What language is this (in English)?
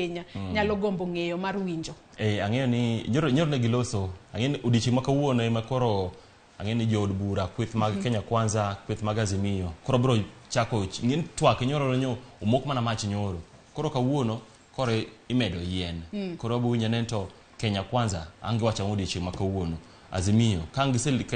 Luo (Kenya and Tanzania)